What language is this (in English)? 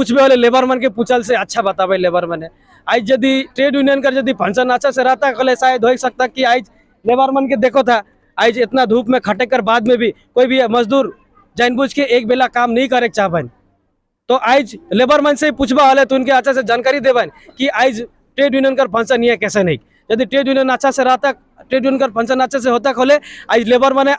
Sadri